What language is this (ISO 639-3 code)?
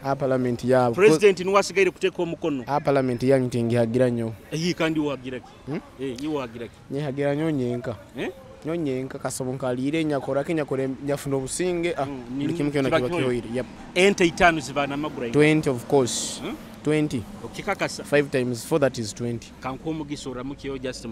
nyo